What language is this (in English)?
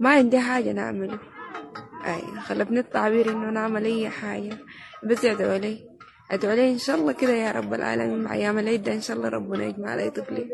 Sudanese Arabic